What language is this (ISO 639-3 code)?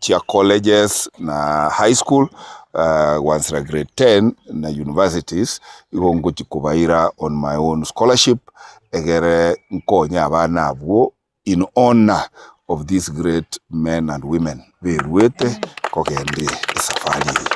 guz